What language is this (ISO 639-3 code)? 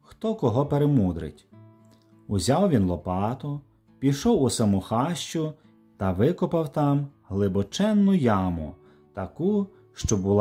ukr